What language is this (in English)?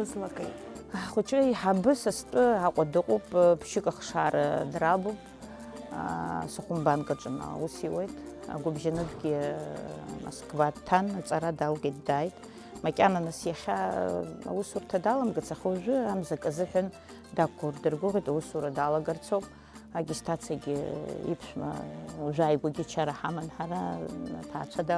Abkhazian